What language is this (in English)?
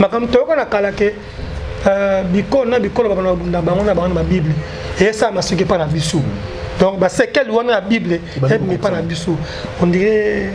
Lingala